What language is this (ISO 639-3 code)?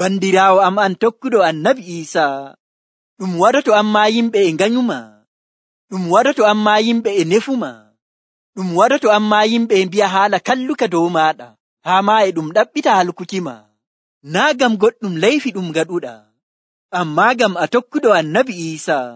fuv